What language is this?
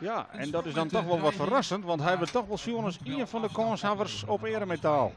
Western Frisian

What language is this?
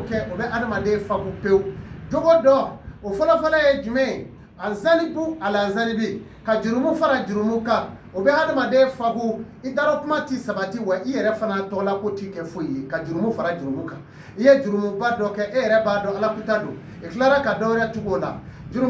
Bambara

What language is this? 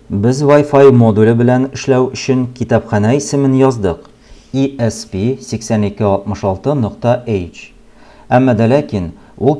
Tatar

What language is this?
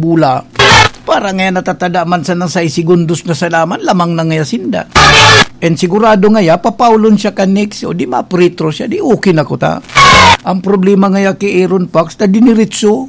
Bikol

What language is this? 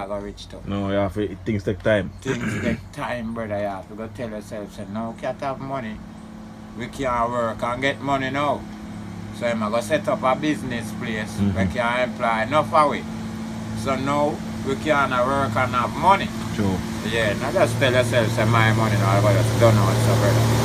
Jamaican Creole English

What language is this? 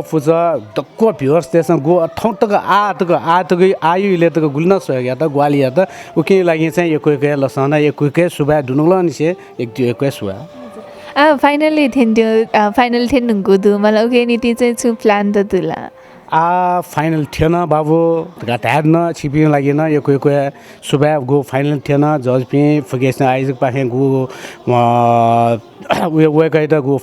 Newari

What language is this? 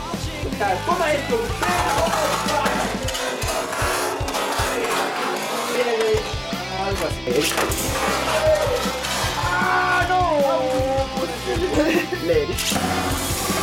Spanish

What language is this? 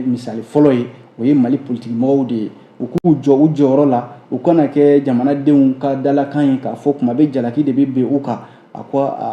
Bambara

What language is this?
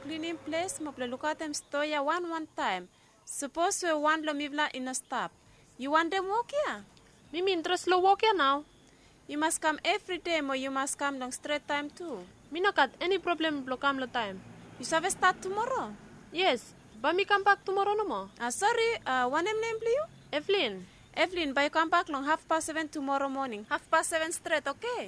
Bislama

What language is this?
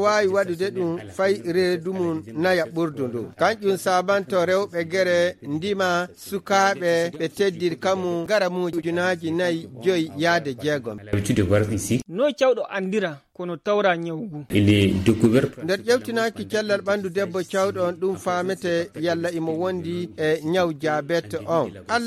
Nigerian Fulfulde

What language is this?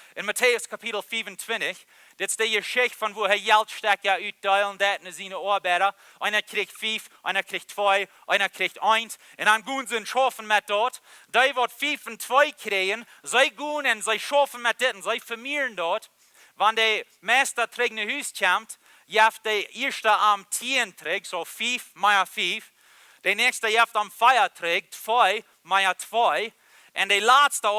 Plautdietsch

